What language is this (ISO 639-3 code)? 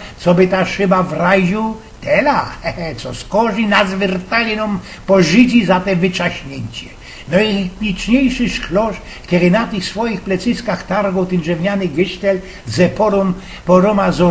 szl